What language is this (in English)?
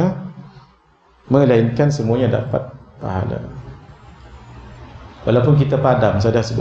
Malay